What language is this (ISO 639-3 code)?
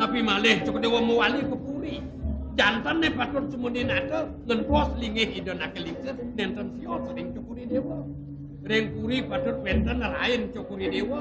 ban